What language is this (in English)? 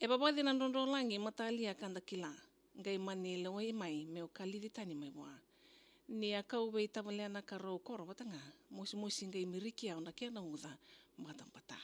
Fijian